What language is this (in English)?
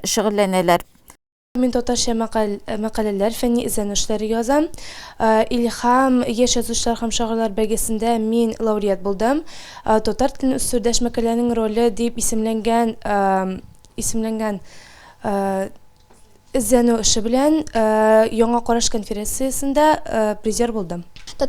Tatar